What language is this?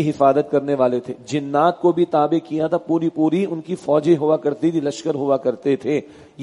Urdu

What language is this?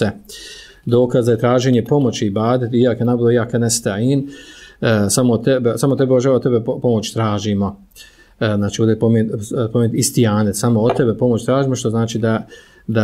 Bosnian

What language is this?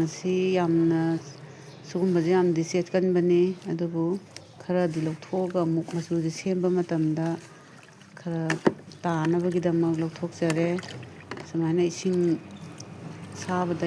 Manipuri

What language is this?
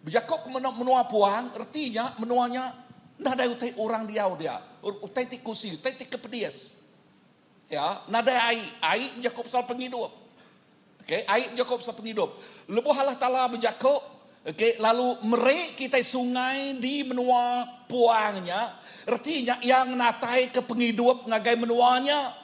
Iban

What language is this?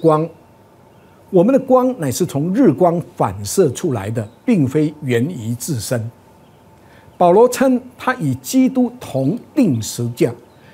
Chinese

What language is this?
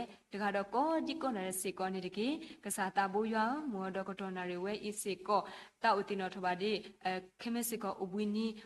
S'gaw Karen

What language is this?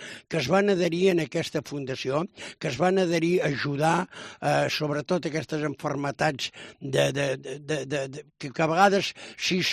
Catalan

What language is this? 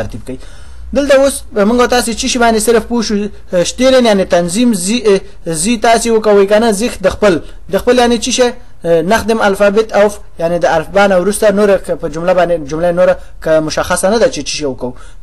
Pashto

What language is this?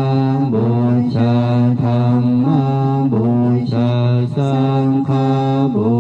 Pali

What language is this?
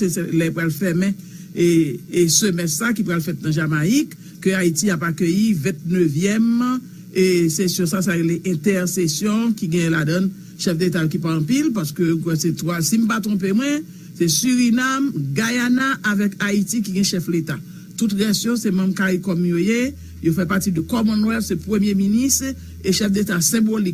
Haitian Creole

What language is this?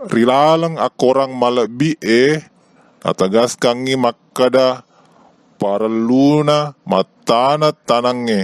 Buginese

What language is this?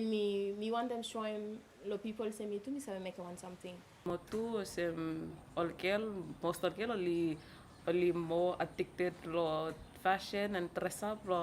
Bislama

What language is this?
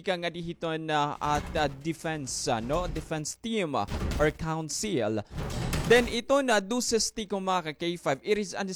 Waray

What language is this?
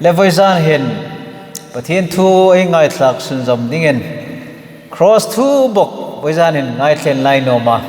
Hmar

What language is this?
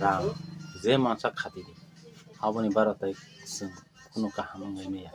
Kok Borok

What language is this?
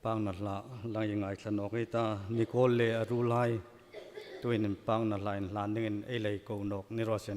Hmar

